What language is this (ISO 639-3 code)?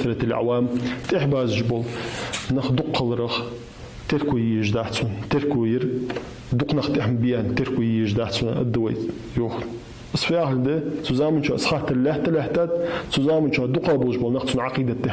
inh